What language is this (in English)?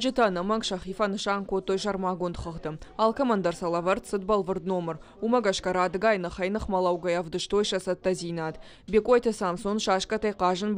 Ossetic